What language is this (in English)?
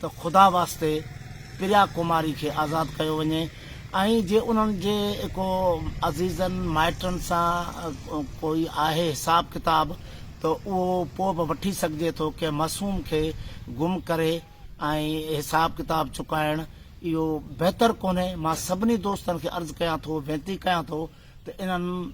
Sindhi